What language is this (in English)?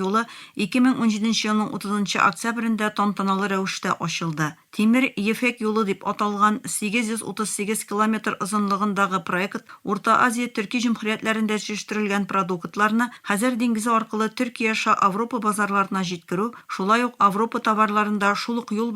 Tatar